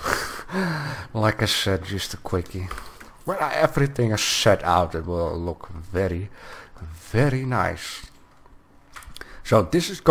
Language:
English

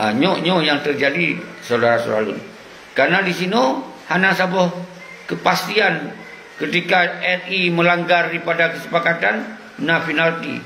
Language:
Achinese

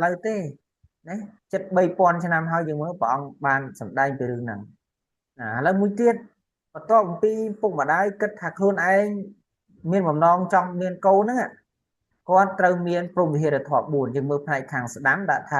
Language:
Khmer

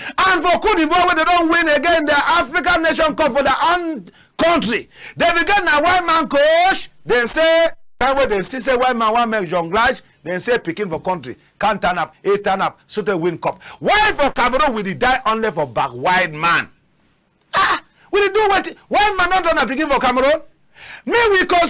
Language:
Cameroon Pidgin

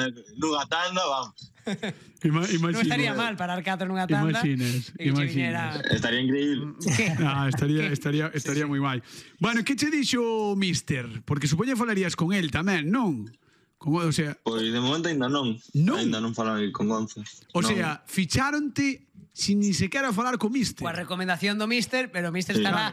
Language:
Galician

